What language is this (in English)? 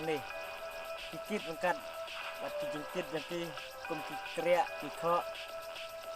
Khasi